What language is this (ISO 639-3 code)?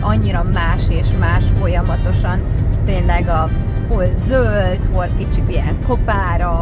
hun